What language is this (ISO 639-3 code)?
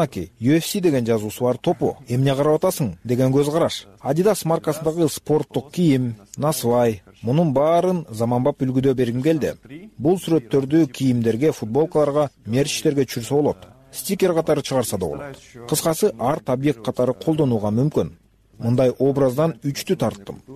kir